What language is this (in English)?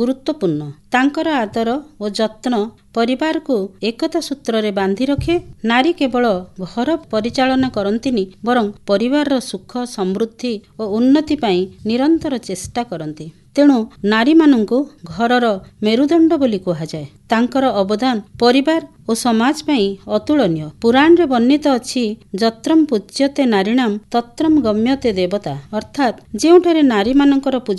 Odia